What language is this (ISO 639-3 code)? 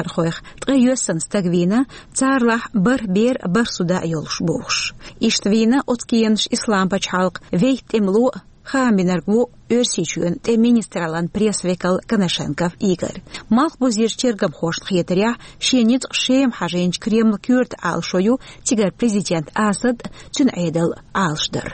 che